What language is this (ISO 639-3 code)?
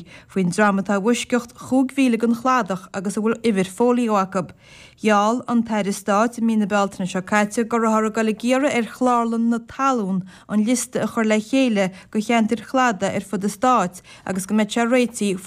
gle